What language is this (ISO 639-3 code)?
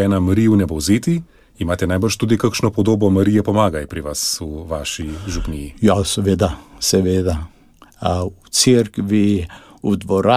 slv